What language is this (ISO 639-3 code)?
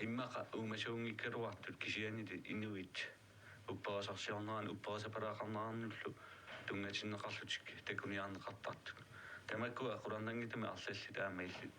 kal